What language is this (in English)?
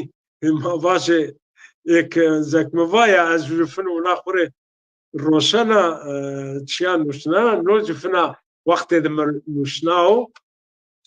Zaza